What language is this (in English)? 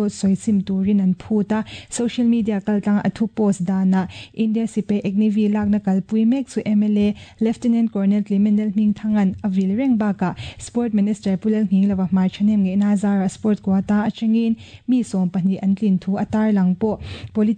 Mizo